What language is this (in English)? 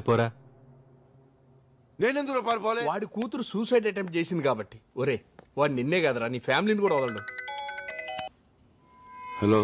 Telugu